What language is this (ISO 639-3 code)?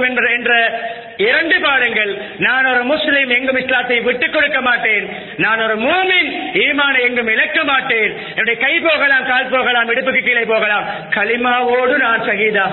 tam